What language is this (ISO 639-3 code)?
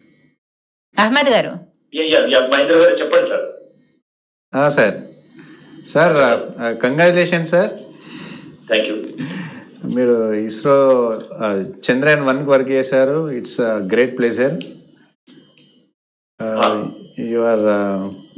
tel